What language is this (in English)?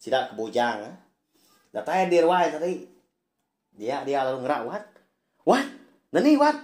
Iban